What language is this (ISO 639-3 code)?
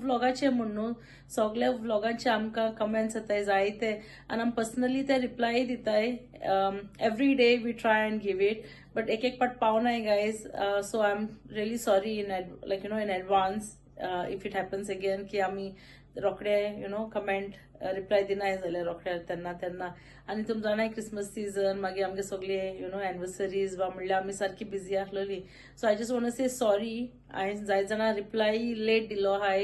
kok